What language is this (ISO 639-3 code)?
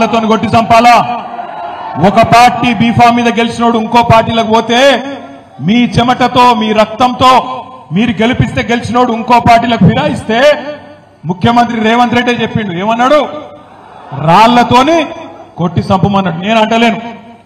tel